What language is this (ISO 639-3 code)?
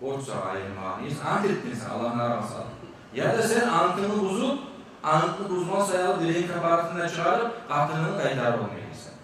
kum